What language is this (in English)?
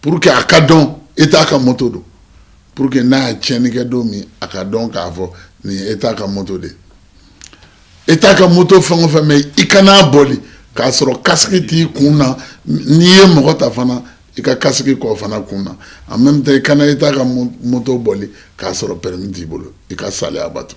Bambara